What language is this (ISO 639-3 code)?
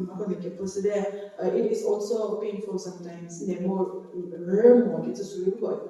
njm